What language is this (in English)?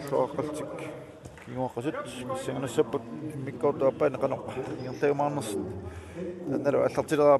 Kalaallisut